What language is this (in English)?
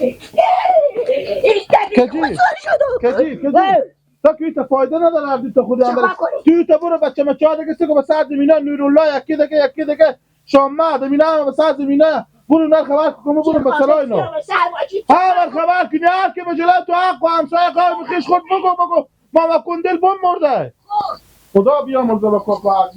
Hazaragi